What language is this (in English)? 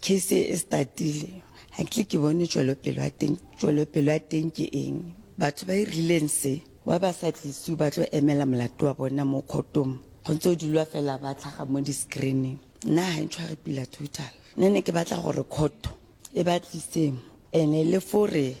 Southern Sotho